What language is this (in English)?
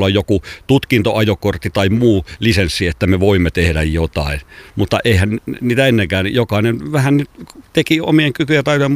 Finnish